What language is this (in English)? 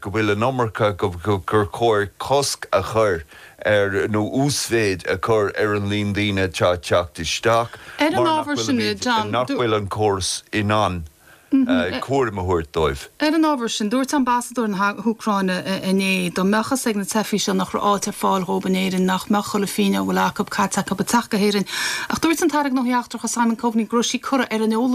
Irish